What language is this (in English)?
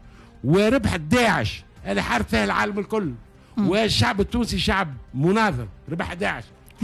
Tunisian Arabic